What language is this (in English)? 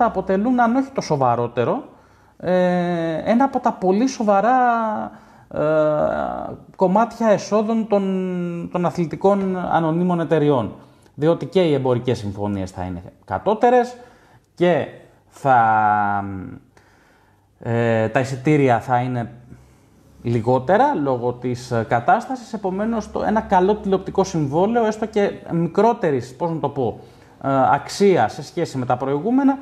Greek